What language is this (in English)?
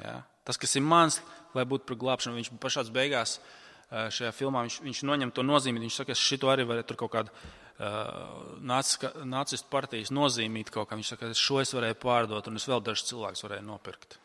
Latvian